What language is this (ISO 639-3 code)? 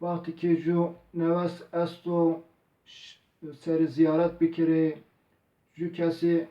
zza